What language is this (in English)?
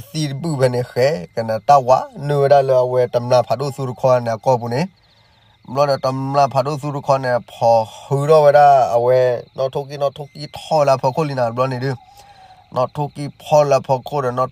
S'gaw Karen